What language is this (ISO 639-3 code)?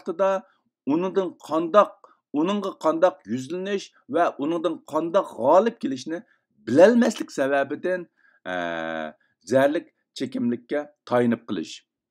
uig